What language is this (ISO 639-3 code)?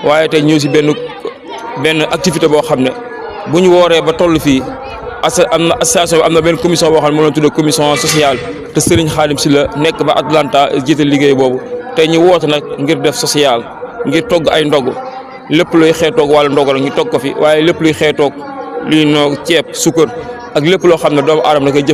wol